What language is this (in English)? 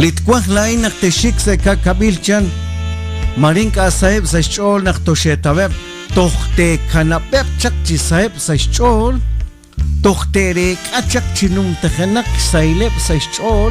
Kekchí